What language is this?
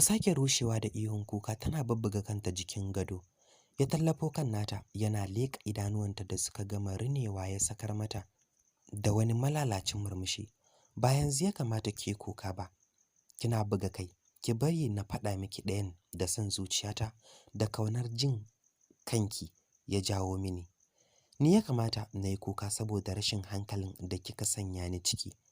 Hausa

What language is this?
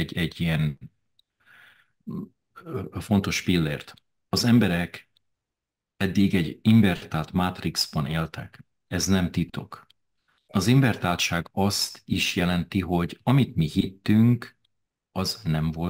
Hungarian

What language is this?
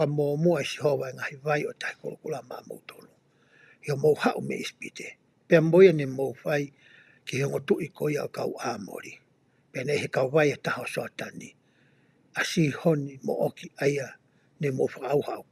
Tongan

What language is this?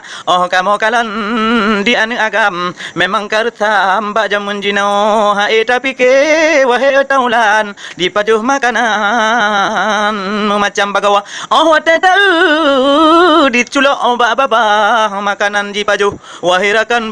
Achinese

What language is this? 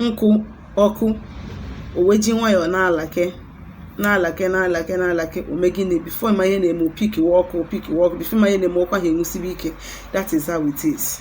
Igbo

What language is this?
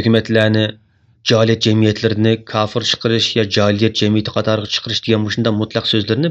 Uyghur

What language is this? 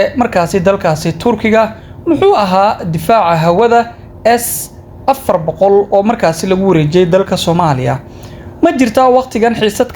Somali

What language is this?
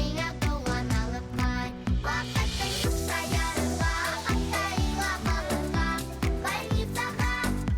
Bashkir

